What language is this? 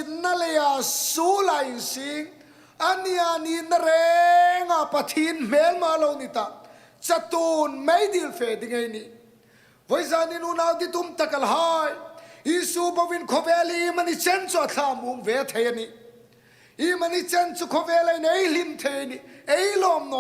Hmar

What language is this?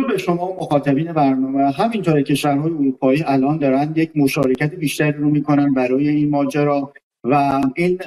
Persian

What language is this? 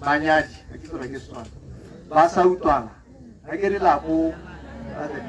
Tswana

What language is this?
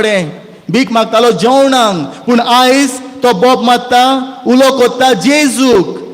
Konkani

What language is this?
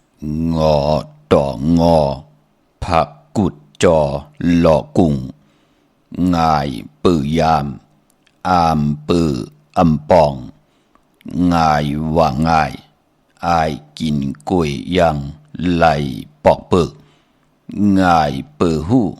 Shan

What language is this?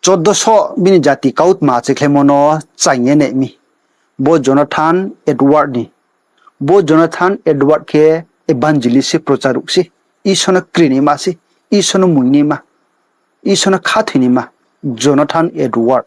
Riang (India)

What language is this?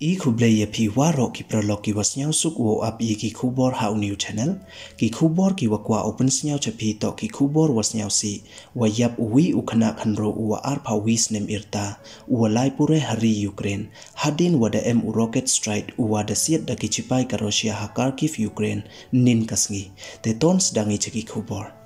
Pnar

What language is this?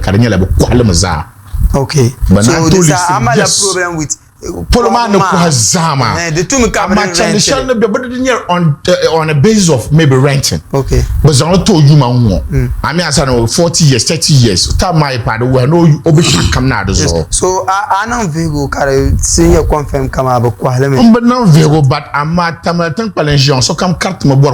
Dagbani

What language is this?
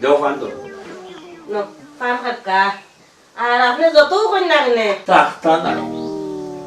Sylheti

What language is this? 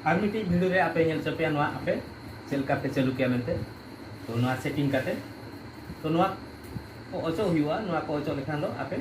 Santali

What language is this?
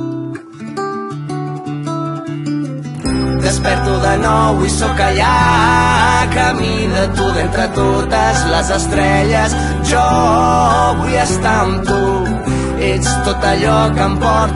Catalan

